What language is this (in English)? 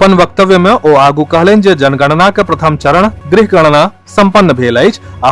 Maithili